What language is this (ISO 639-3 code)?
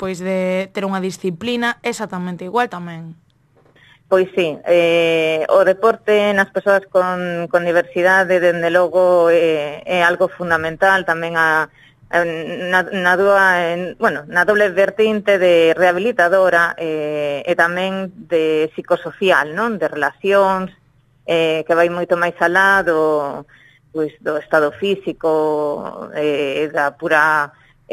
glg